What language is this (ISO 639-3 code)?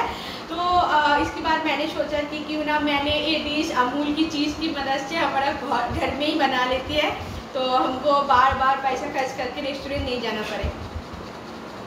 hin